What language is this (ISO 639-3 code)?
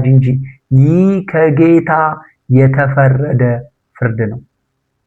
amh